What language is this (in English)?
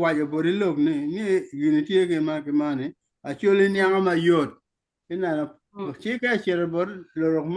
Acoli